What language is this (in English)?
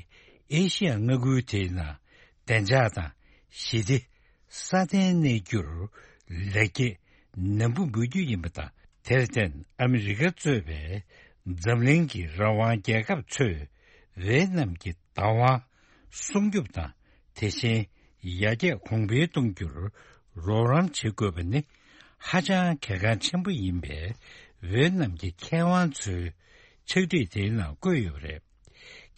Tibetan